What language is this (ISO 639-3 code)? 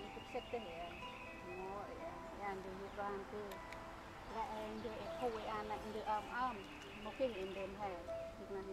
cmo